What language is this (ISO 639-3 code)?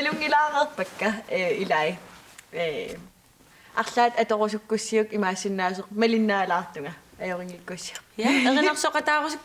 kal